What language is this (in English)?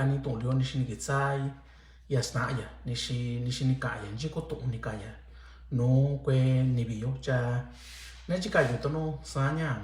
Mixtepec Mixtec